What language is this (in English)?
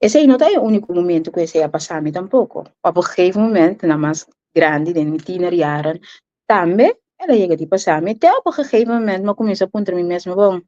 Papiamento